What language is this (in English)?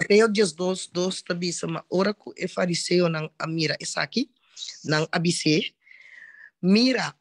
Papiamento